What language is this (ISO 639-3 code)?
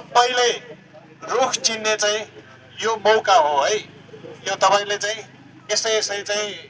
nep